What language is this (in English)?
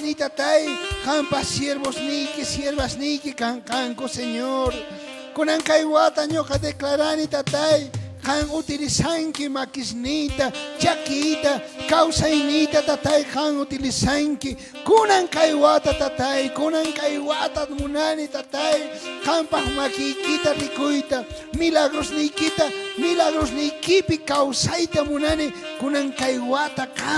South Bolivian Quechua